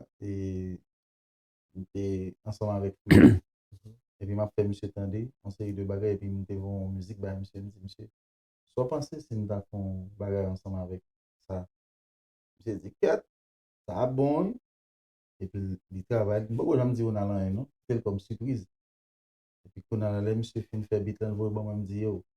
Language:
Haitian Creole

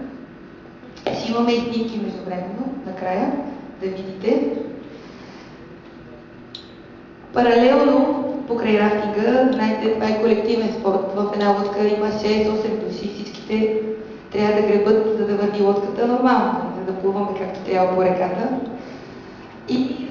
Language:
Bulgarian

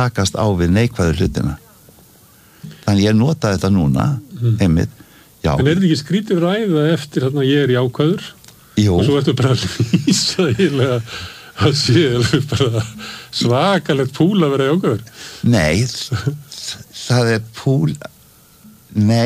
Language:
Icelandic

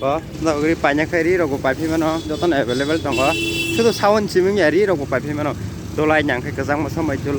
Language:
Kok Borok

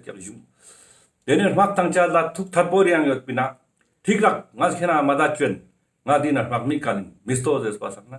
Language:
Ladakhi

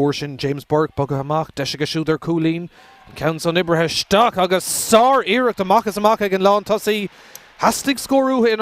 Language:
Irish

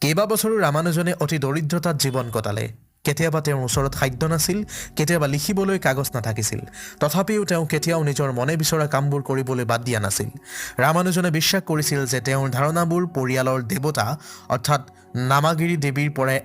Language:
Assamese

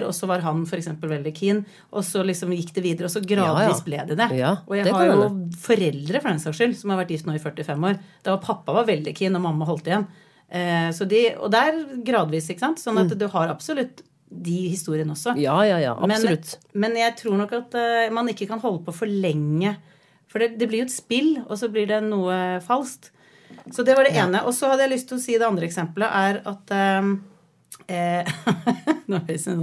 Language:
Norwegian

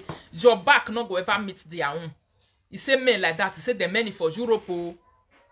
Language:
Nigerian Pidgin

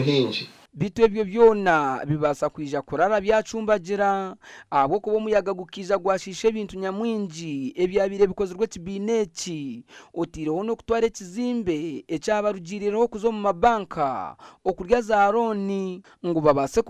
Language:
Nyankole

